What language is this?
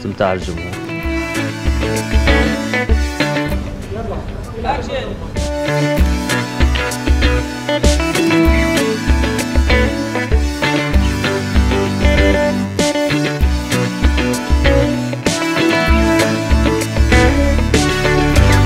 Arabic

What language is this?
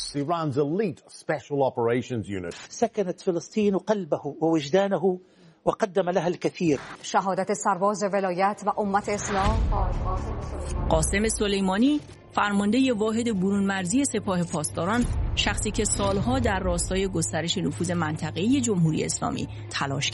Persian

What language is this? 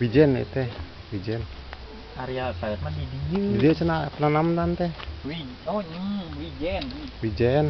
Sundanese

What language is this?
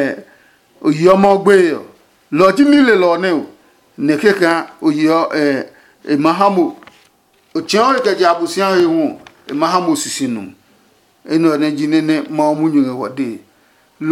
Adangme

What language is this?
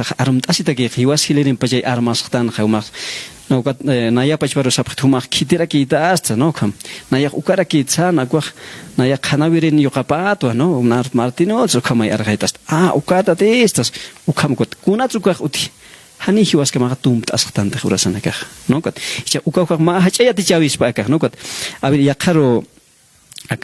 Aymara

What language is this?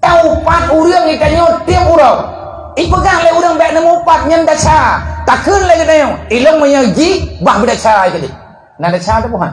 Achinese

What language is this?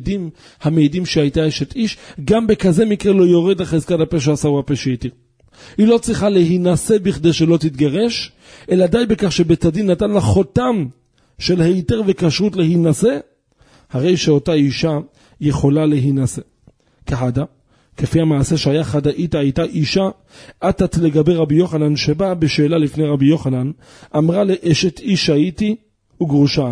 Hebrew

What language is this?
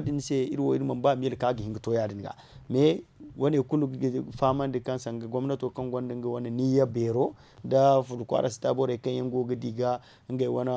Zarma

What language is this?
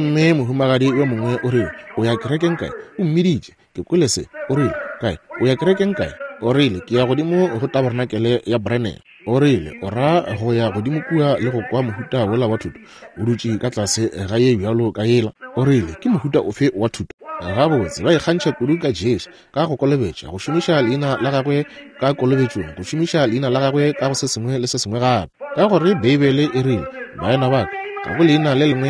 Northern Sotho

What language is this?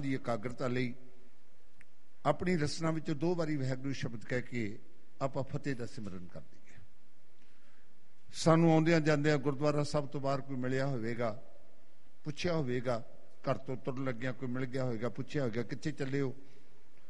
Punjabi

